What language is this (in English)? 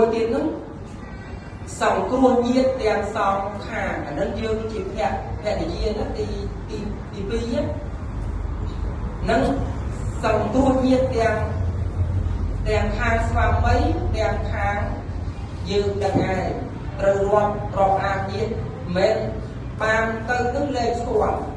Khmer